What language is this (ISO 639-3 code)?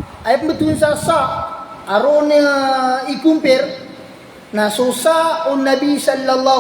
mrw